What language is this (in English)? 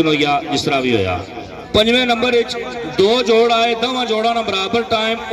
Pahari-Potwari